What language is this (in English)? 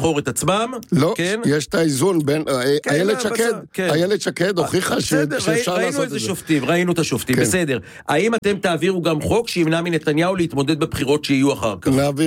Hebrew